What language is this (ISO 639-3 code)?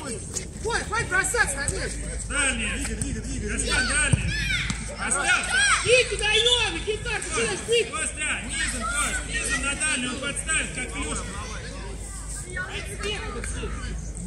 rus